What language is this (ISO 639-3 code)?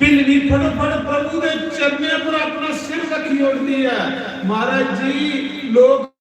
doi